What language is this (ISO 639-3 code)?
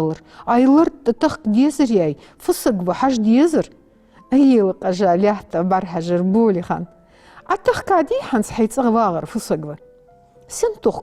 inh